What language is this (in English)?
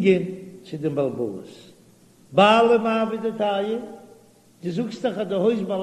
Yiddish